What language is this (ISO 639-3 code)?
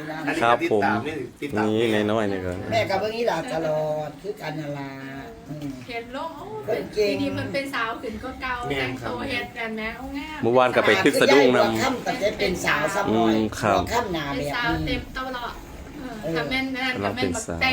tts